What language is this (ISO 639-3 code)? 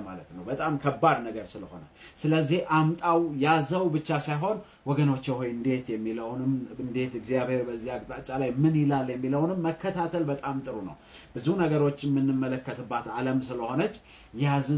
amh